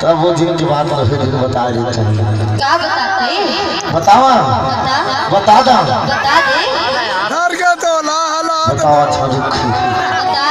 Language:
Chhattisgarhi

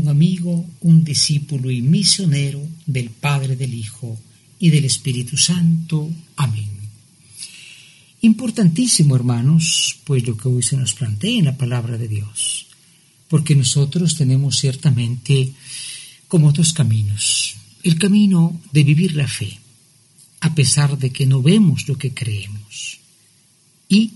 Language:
Spanish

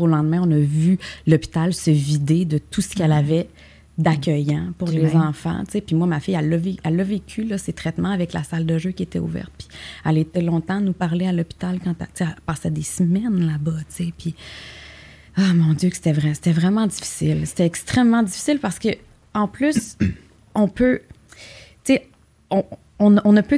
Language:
French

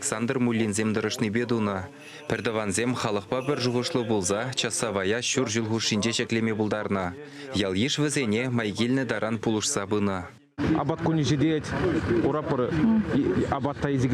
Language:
Chuvash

